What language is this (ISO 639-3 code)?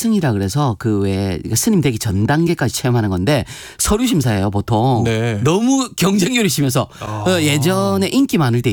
kor